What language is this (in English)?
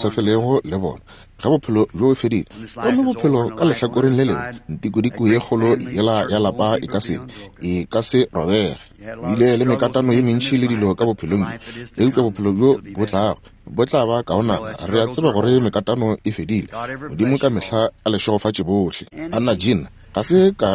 Northern Sotho